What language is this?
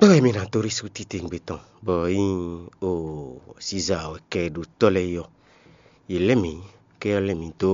Fon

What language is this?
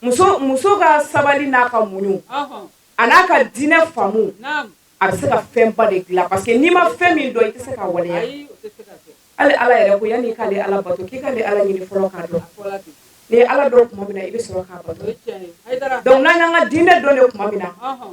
Bambara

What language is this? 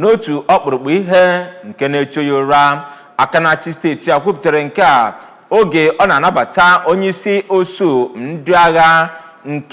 Igbo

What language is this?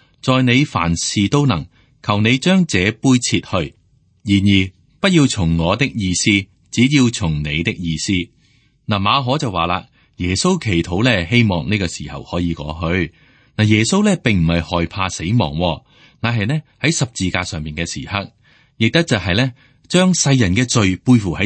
Cantonese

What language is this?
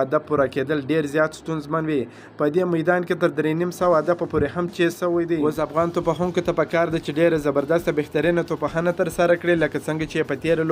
Pashto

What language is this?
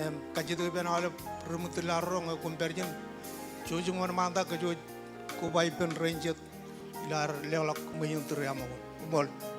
Marshallese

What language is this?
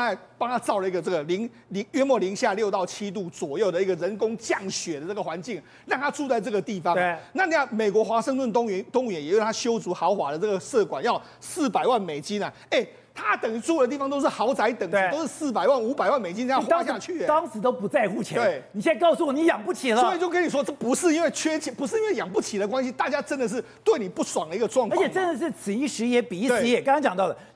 Chinese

